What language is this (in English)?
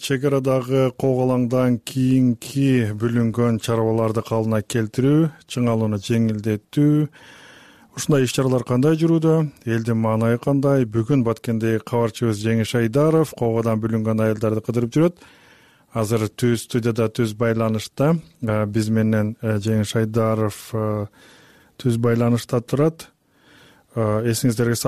Kyrgyz